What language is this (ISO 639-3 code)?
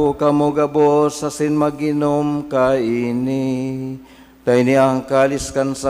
bik